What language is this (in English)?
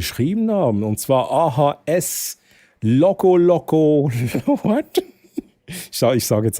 Swiss German